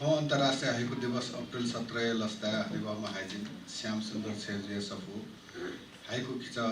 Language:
Newari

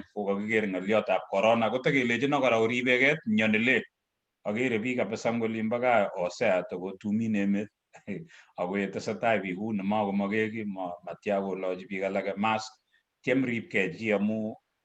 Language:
Kalenjin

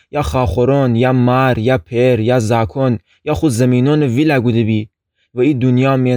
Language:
Gilaki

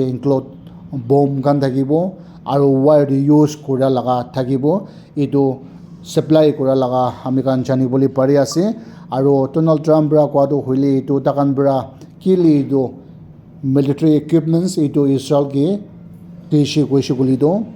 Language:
Naga Pidgin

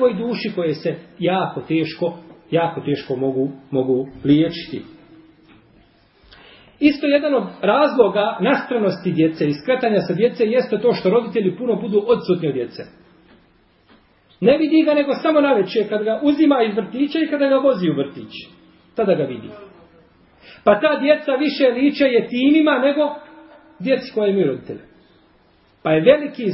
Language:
Bosnian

